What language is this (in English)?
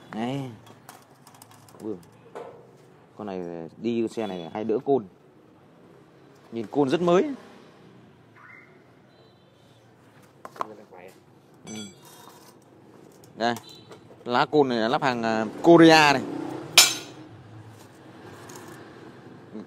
Vietnamese